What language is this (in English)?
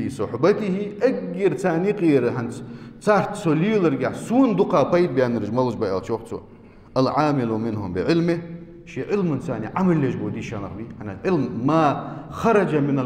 Ingush